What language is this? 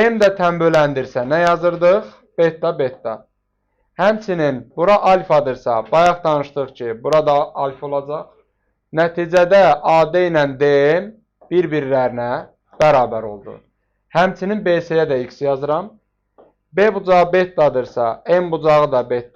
Azerbaijani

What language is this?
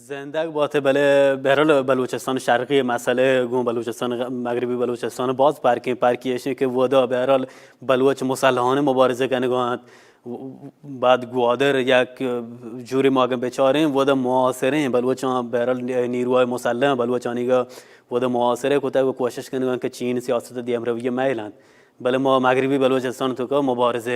Baluchi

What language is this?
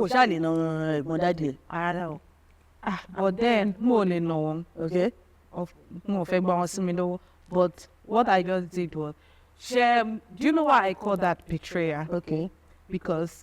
Yoruba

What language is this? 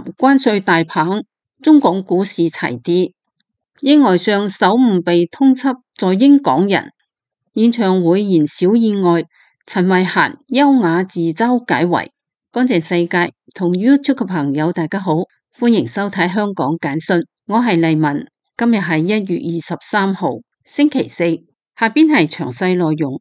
Cantonese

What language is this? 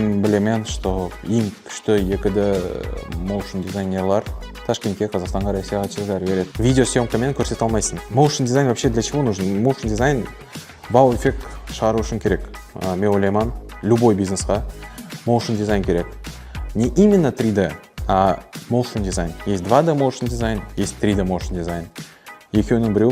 Kara-Kalpak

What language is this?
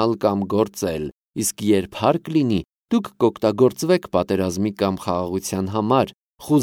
Armenian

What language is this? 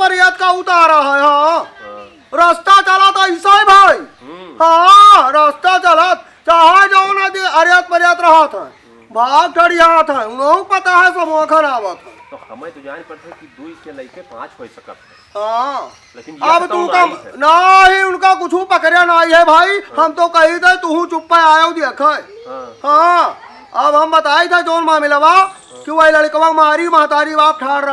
Awadhi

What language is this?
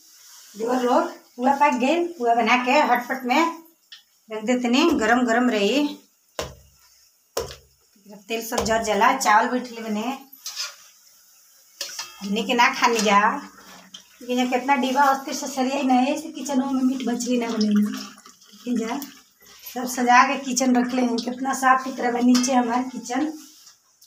Bhojpuri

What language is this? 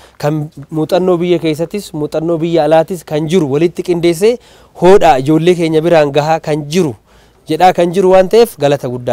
Oromo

